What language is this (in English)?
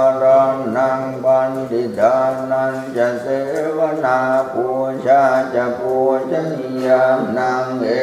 Pali